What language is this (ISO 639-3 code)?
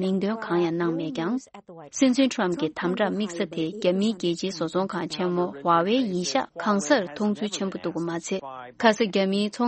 bod